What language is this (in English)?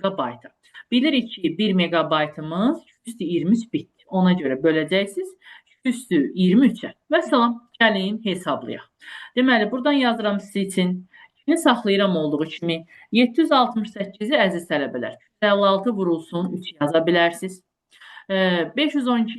Azerbaijani